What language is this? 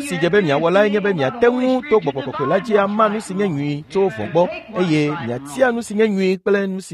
Ewe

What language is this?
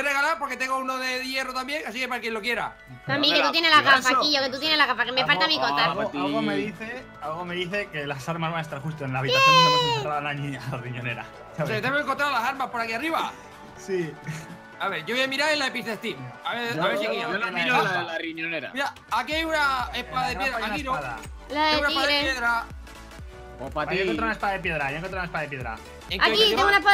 Spanish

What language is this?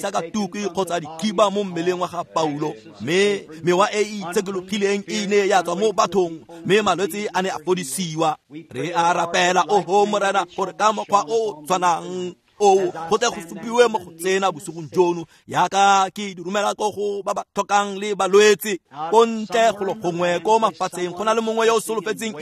Tswana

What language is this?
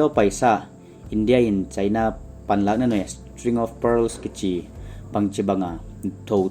Paite Chin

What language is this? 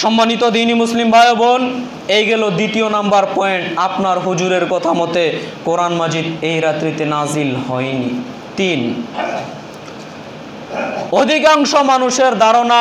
Bangla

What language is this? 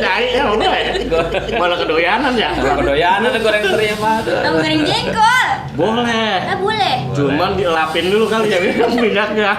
Betawi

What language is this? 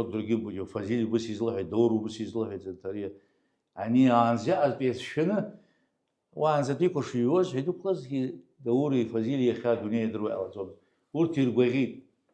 Abkhazian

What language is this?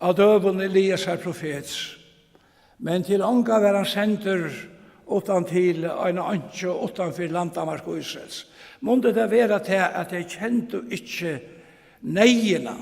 Faroese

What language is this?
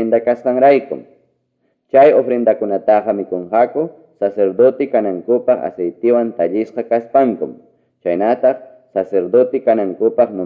Ayacucho Quechua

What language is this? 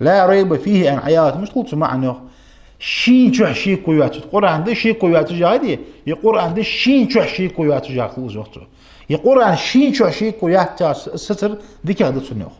Ingush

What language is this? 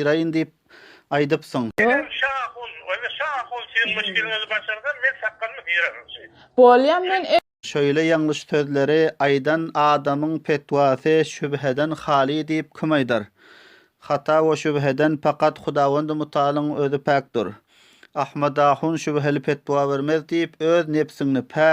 Turkmen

